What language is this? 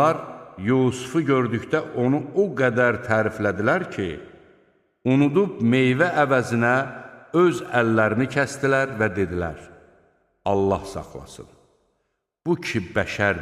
Azerbaijani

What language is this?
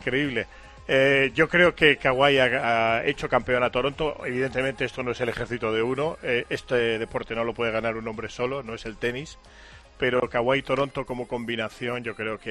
Spanish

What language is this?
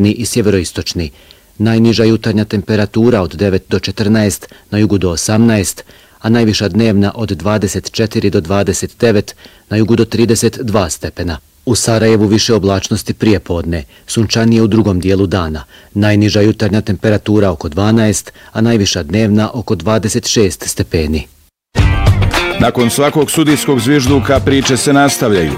Bosnian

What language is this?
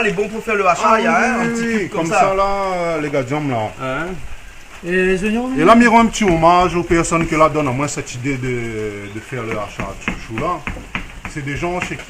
Réunion Creole French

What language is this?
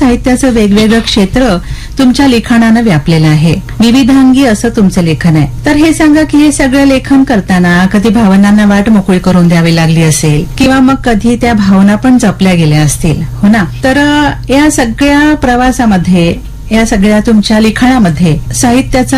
Marathi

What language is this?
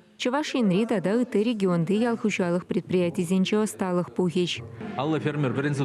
Chuvash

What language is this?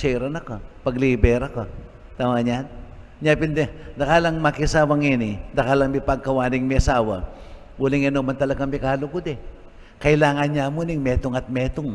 Pampanga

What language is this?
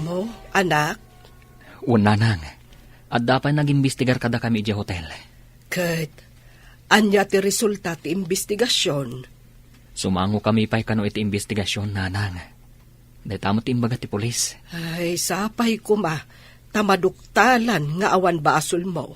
Iloko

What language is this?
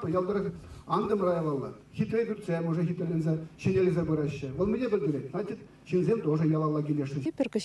Chuvash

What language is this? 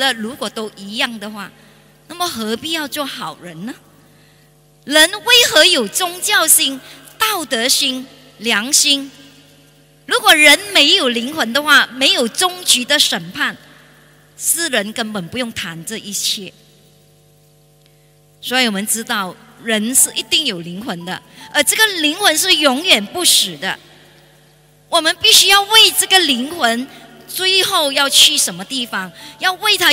Chinese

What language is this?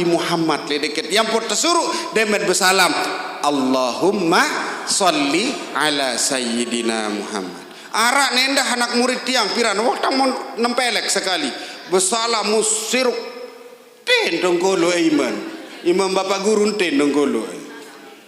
Sasak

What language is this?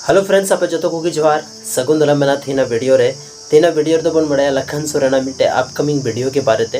Santali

